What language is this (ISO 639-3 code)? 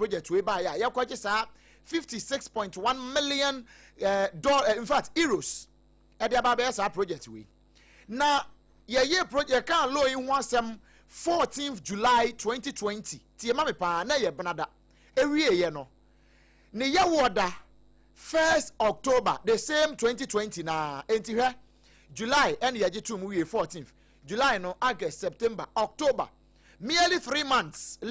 aka